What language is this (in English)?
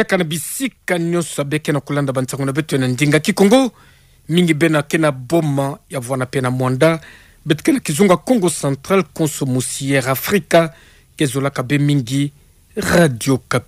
Kituba (Democratic Republic of Congo)